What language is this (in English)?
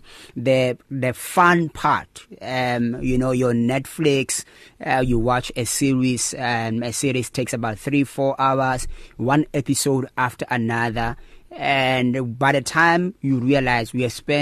English